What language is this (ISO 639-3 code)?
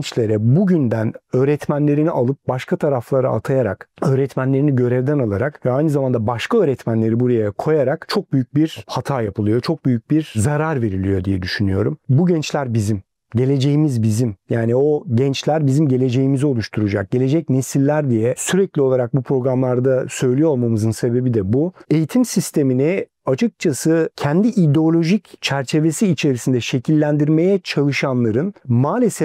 tur